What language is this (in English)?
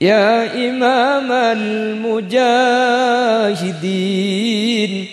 Madurese